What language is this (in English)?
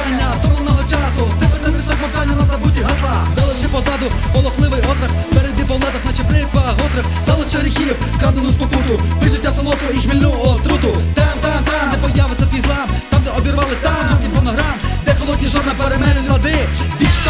Ukrainian